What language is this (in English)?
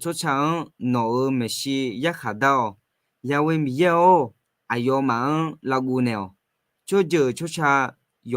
Akha